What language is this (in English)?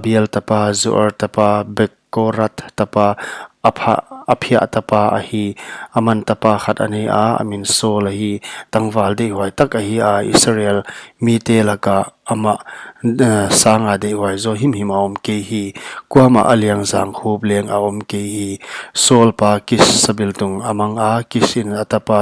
Paite Chin